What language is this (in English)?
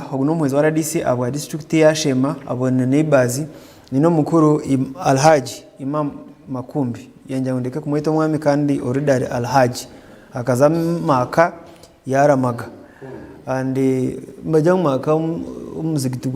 Nyankole